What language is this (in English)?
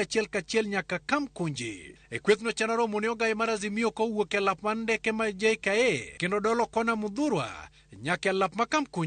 Luo (Kenya and Tanzania)